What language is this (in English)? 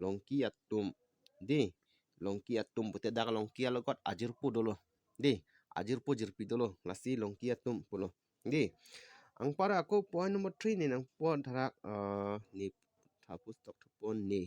Karbi